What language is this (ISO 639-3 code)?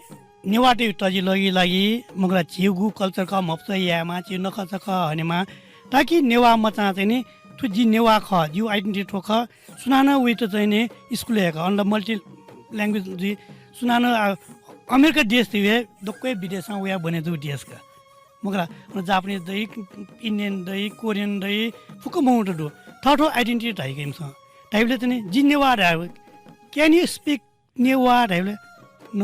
new